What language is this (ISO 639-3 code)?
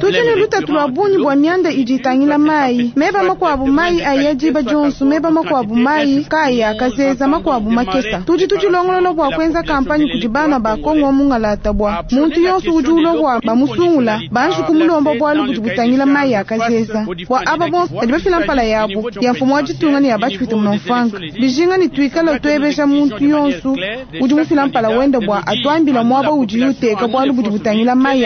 lua